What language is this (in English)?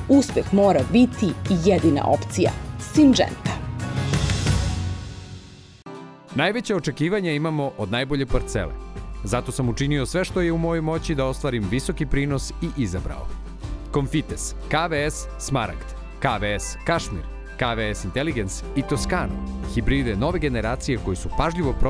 Serbian